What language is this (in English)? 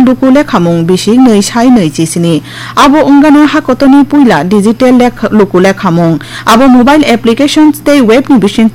Kok Borok